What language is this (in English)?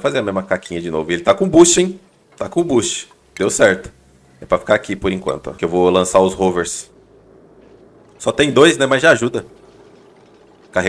Portuguese